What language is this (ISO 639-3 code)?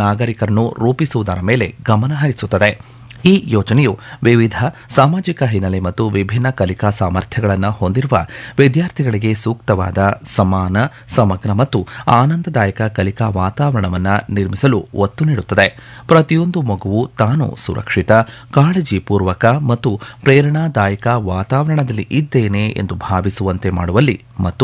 kan